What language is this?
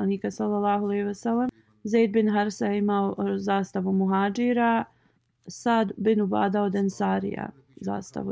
Bosnian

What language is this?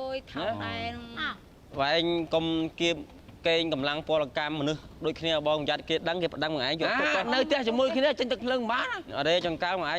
Khmer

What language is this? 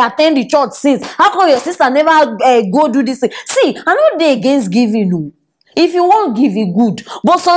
Nigerian Pidgin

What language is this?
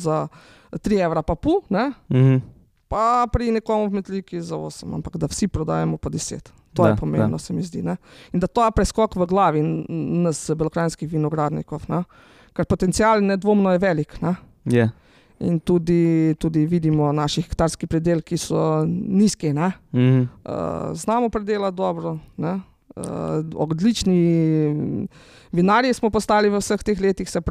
Slovenian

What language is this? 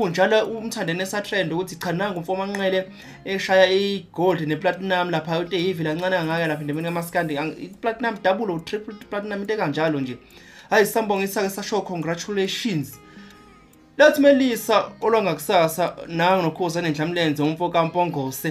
Zulu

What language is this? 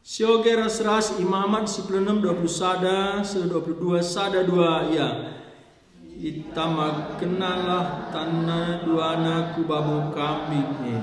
Batak Karo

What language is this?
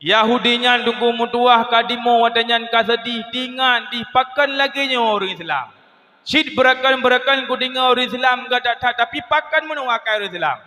Achinese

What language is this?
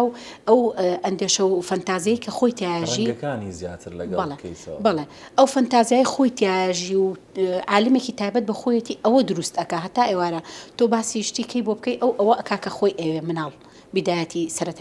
Central Kurdish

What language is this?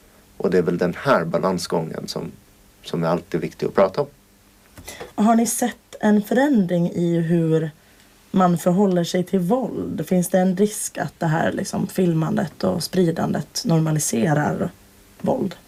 Swedish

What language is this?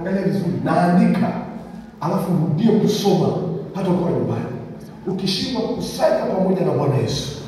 Swahili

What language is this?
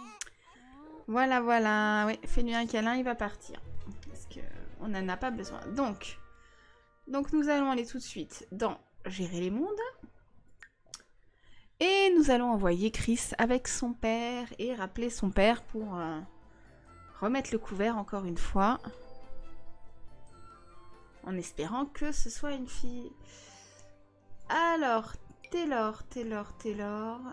French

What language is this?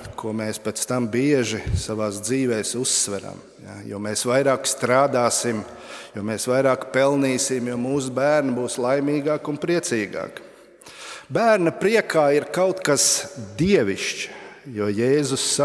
Latvian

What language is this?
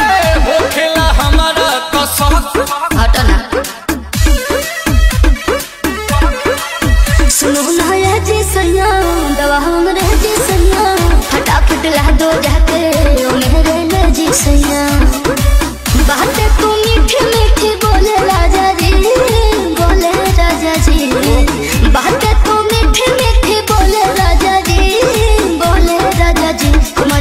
Bhojpuri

